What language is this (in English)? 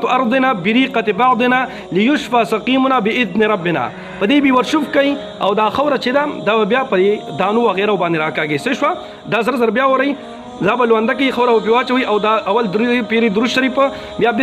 Pashto